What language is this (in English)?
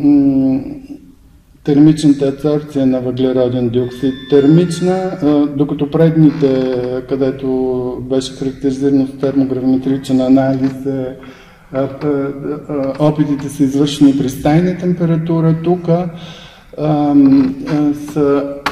Bulgarian